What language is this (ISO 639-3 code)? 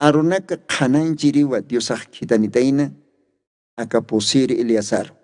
aym